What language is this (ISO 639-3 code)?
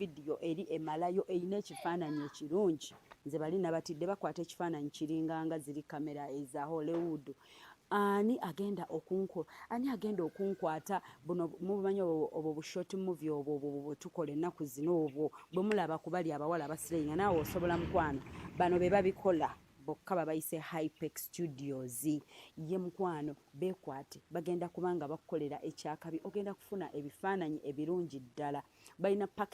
lug